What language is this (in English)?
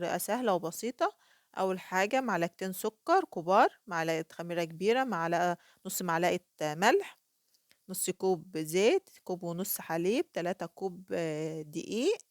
Egyptian Arabic